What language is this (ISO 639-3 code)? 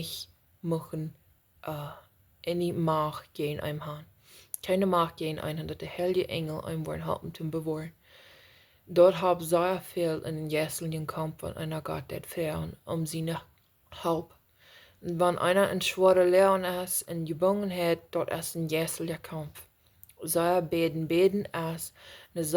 pdt